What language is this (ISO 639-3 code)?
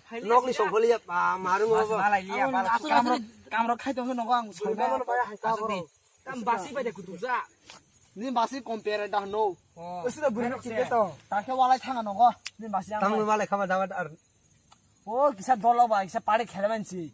trp